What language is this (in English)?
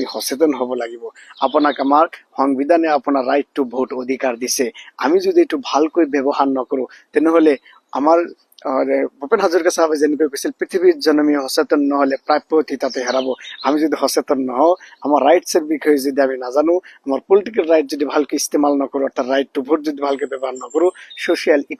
Assamese